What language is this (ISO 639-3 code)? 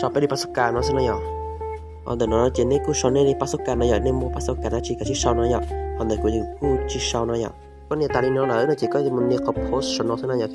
hmn